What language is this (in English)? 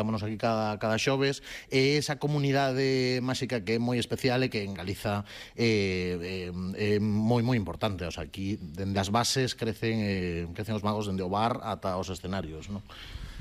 Galician